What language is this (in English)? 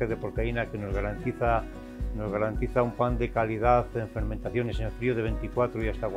Spanish